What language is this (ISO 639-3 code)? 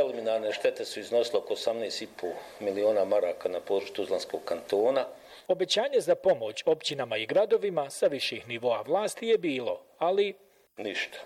bos